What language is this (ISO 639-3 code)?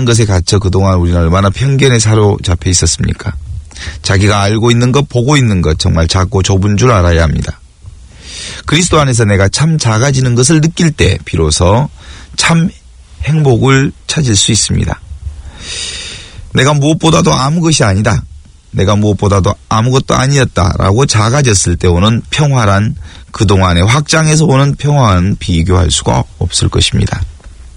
kor